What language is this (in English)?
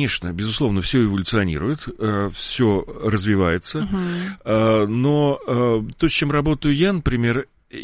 Russian